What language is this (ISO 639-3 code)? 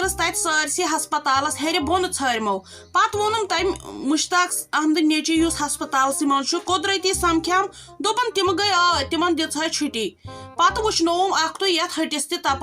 kas